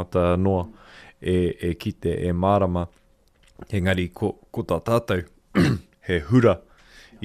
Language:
Māori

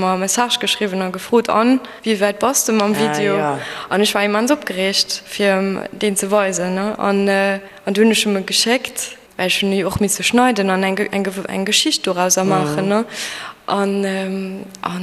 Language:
Luxembourgish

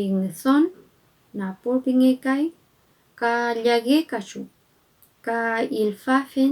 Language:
Mapuche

